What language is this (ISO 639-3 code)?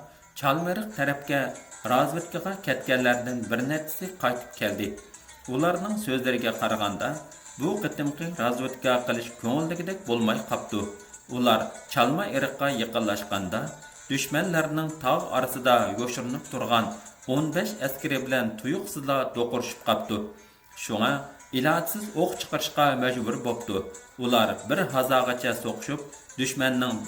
uig